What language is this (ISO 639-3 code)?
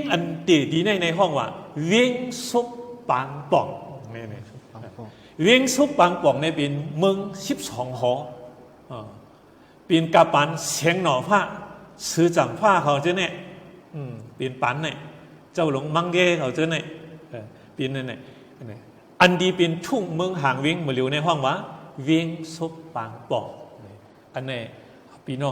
shn